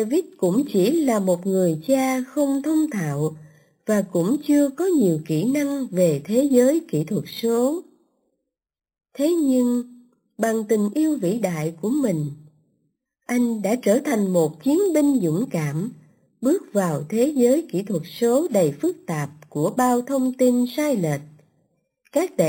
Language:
Vietnamese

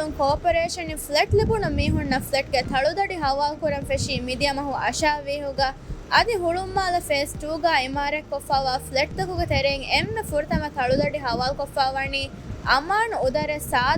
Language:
Divehi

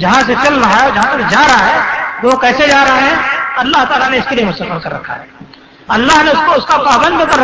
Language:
Urdu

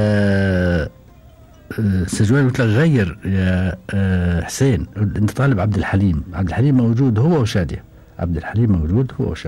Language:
Gulf Arabic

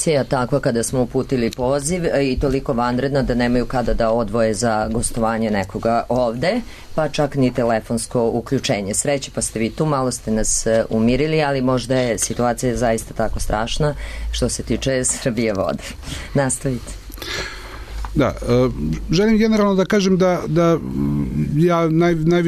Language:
Serbian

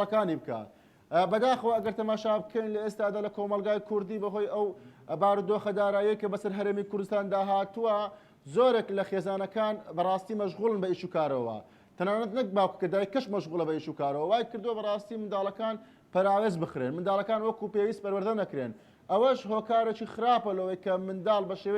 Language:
Central Kurdish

